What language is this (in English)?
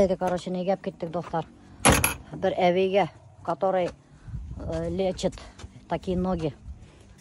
Bashkir